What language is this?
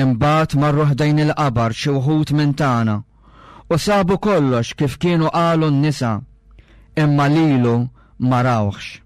Maltese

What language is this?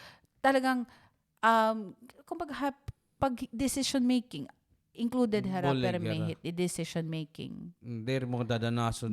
Waray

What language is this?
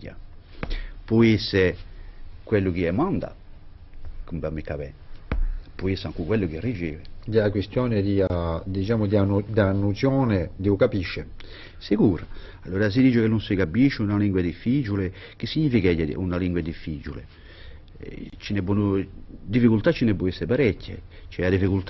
Corsican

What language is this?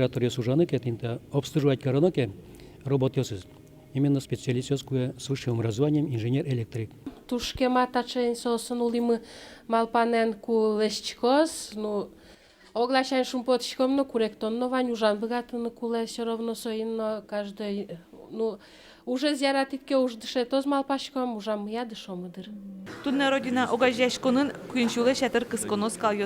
Udmurt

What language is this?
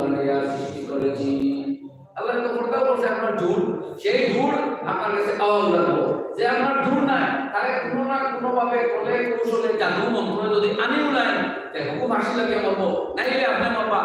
Sylheti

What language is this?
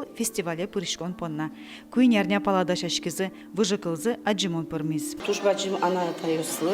Udmurt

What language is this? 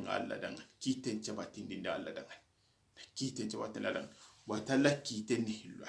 Soninke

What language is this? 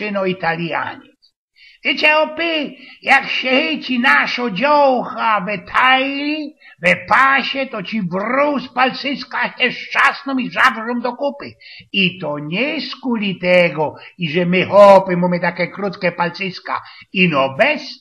Silesian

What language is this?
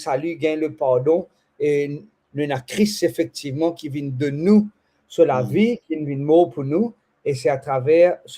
Morisyen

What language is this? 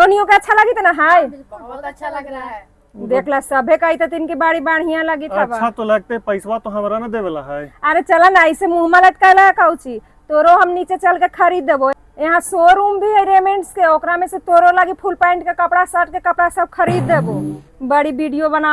Magahi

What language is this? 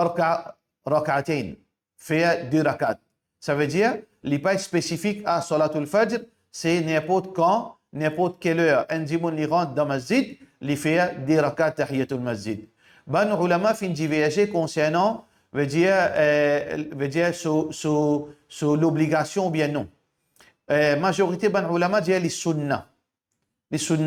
Morisyen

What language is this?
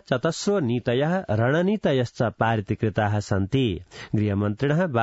Sanskrit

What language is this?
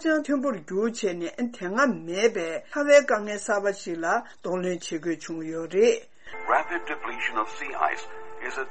Tibetan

